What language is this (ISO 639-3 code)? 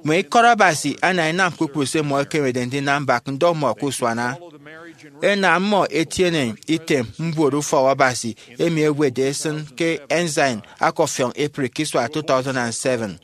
efi